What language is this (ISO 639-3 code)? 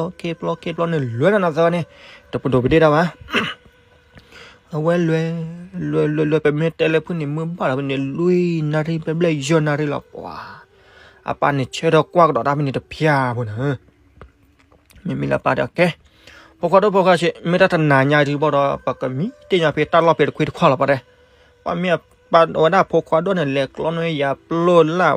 ksw